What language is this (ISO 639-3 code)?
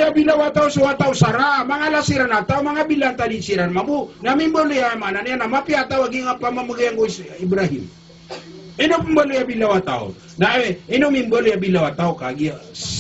mrw